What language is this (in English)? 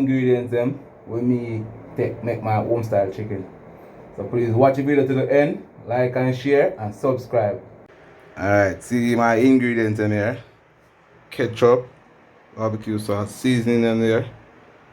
Jamaican Creole English